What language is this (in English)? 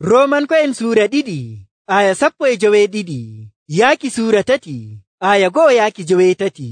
Nigerian Fulfulde